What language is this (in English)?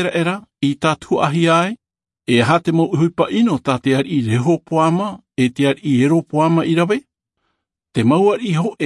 Tahitian